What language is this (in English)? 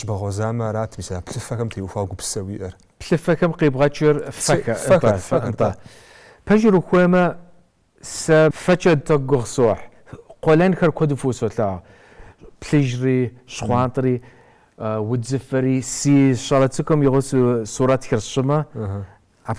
Kabardian